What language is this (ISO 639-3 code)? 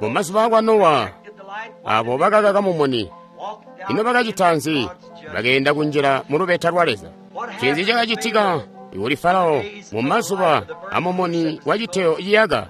toi